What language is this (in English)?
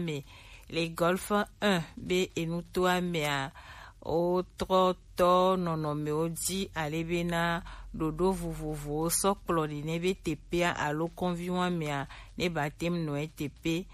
Gen